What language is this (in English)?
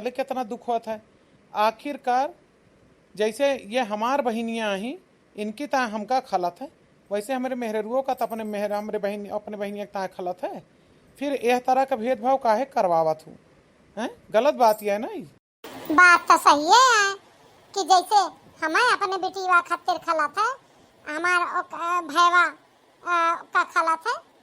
Awadhi